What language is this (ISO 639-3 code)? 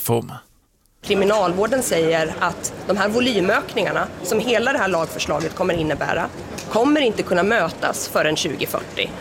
swe